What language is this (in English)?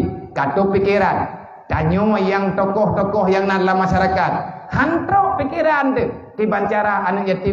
Achinese